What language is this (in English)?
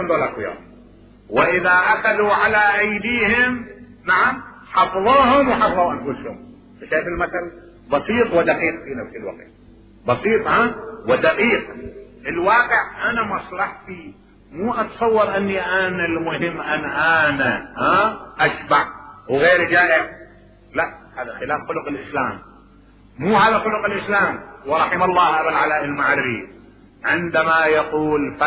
Mesopotamian Arabic